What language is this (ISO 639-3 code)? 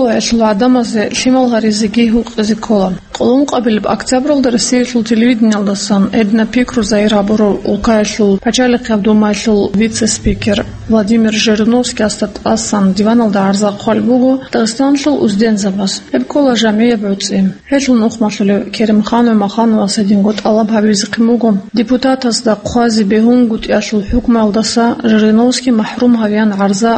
ava